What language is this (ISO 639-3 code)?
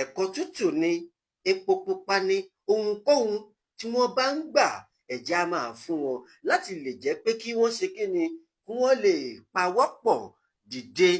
yor